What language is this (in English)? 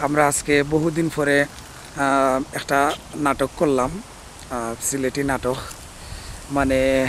Sylheti